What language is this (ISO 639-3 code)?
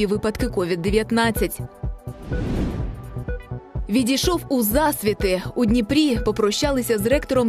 ukr